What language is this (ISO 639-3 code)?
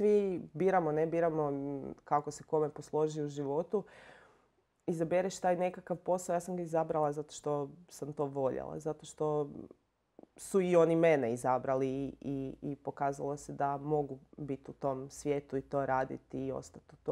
hrv